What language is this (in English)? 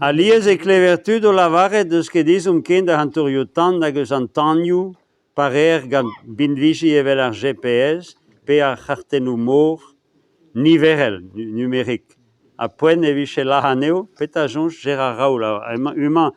Breton